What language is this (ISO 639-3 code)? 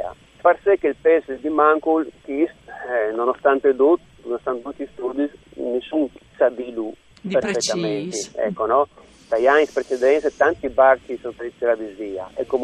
fur